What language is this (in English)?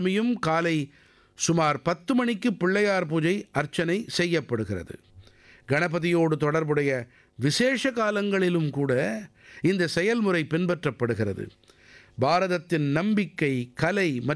Tamil